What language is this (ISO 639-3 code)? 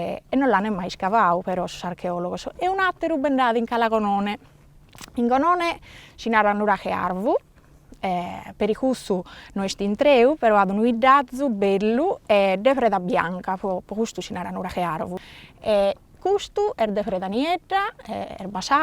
srd